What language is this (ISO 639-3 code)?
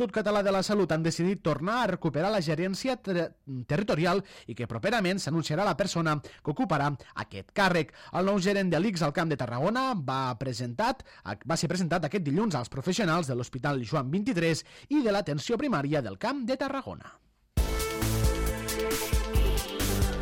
cat